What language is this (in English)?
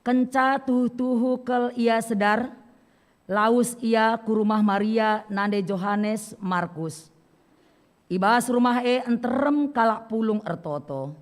Batak Karo